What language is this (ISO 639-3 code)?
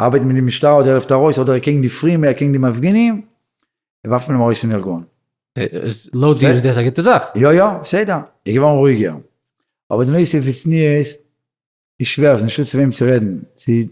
yid